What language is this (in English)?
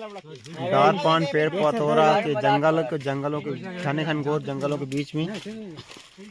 Chhattisgarhi